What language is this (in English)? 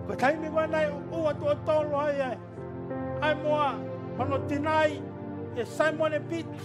Tongan